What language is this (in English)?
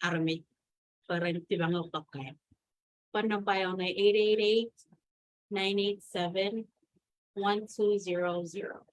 Marshallese